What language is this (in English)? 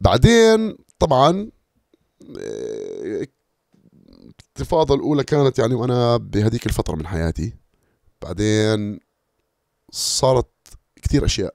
North Levantine Arabic